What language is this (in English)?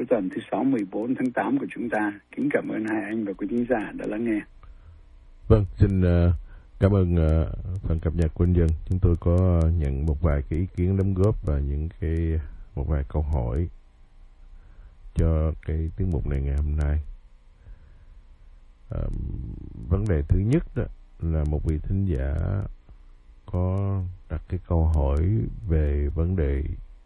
Vietnamese